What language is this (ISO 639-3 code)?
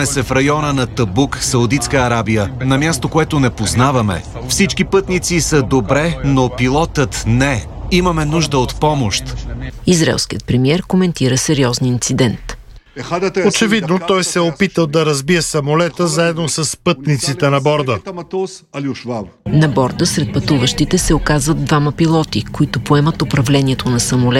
bul